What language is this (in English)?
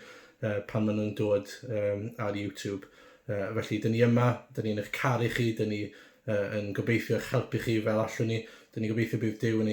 Welsh